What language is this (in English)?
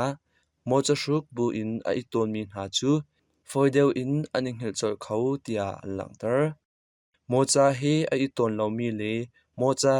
Hakha Chin